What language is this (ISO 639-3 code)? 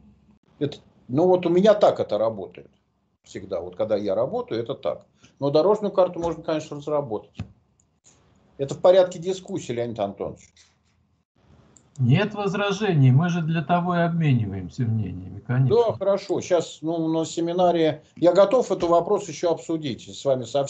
rus